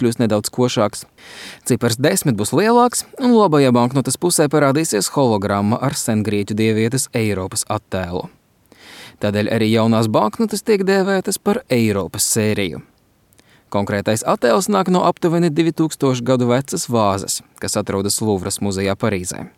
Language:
Latvian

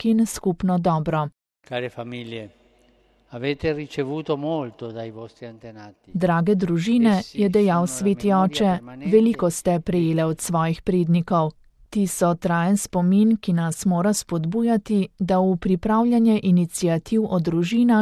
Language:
Slovenian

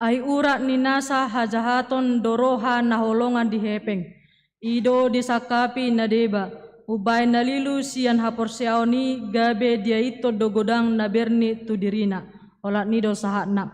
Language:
Batak Toba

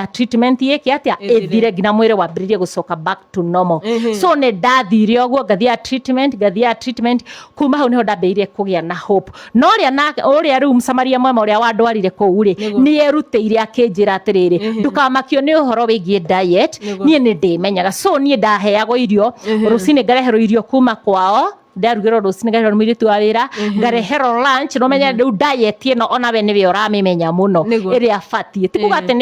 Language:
Kikuyu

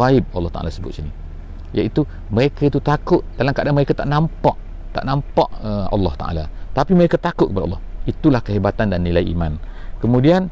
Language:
Malay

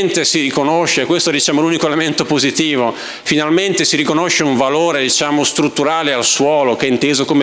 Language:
Italian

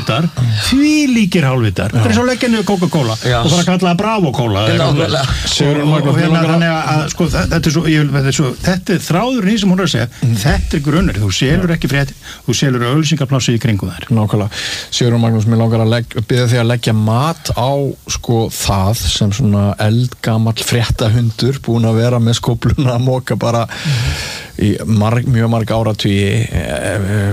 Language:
Icelandic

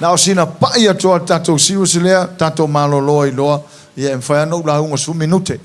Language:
Samoan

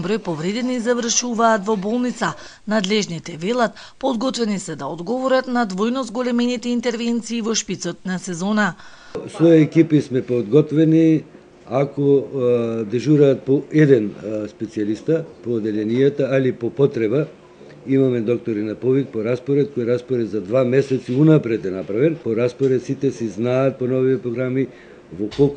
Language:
Macedonian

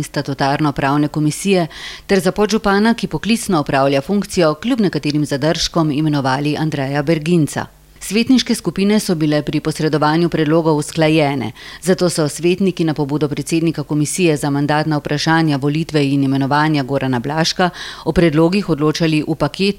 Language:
Slovenian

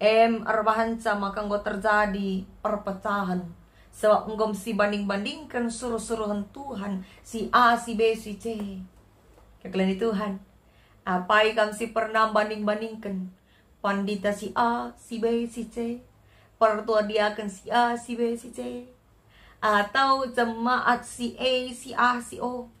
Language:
Batak Karo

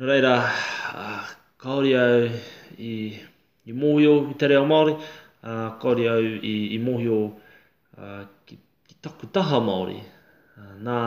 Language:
Māori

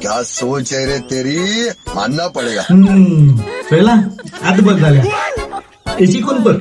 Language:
Konkani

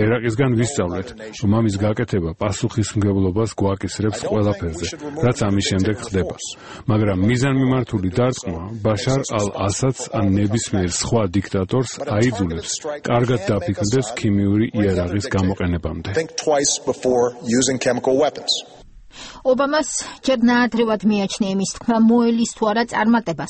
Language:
Georgian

